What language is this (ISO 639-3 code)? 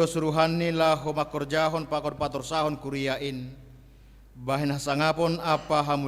bts